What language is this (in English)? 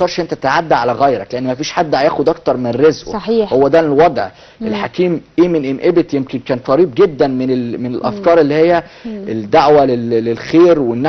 Egyptian Arabic